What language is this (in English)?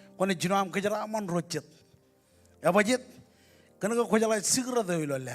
Marshallese